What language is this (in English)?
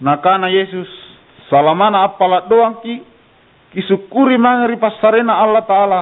Makasar